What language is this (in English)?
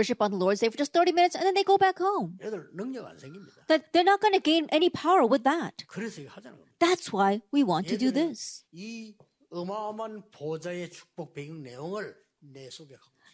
Korean